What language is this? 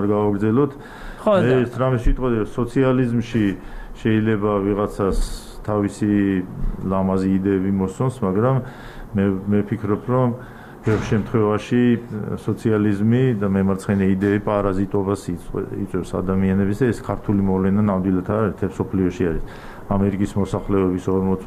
Georgian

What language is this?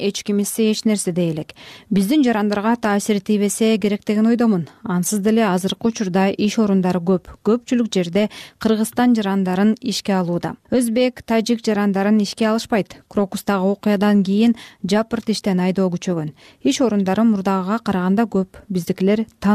Kyrgyz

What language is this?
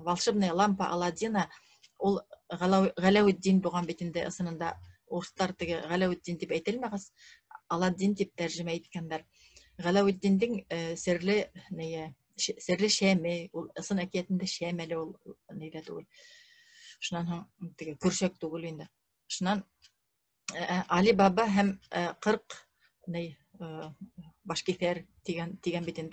Bashkir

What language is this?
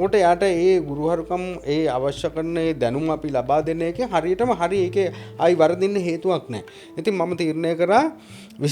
Sinhala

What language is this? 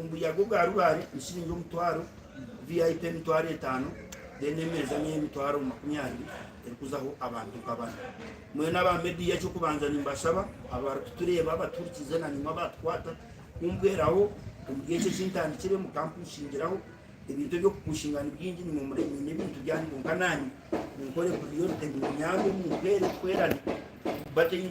Nyankole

